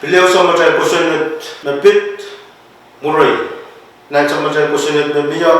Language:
Pohnpeian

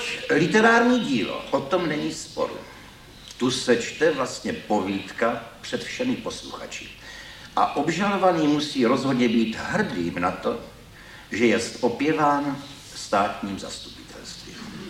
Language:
Czech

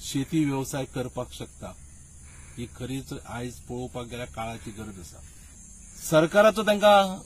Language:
Konkani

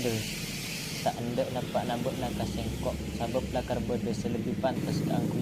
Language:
Madurese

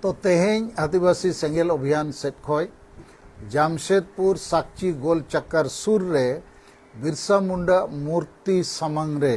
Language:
Santali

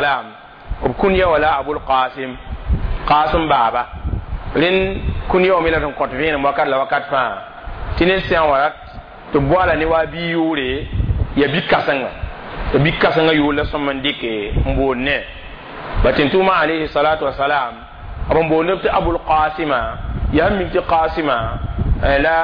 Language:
Mossi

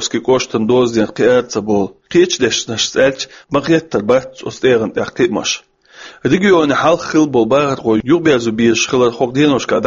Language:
Chechen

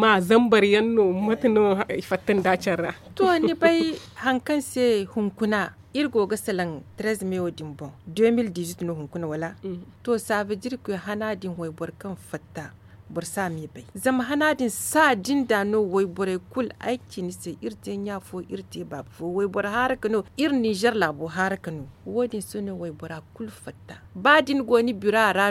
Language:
Zarma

